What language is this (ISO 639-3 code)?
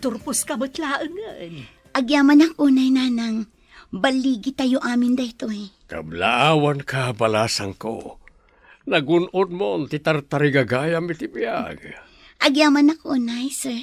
ilo